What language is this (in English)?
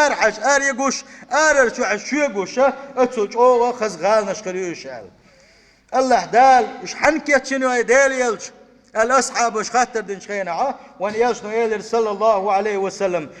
Chechen